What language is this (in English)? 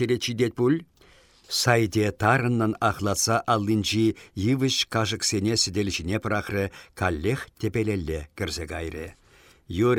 Chuvash